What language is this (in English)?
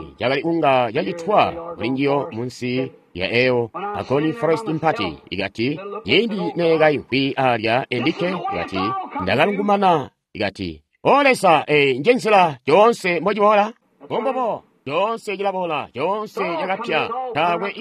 Tonga (Zambia)